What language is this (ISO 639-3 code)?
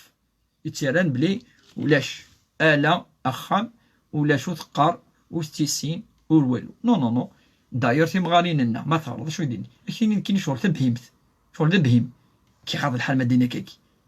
kab